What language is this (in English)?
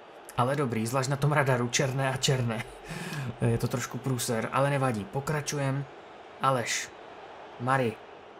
Czech